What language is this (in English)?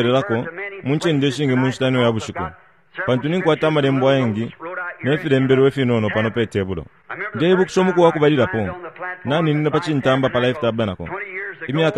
Bemba